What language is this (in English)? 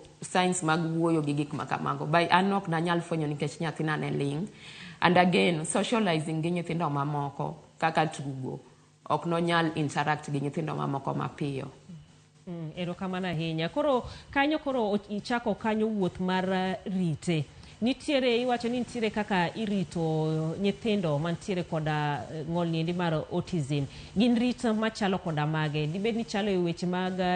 Luo (Kenya and Tanzania)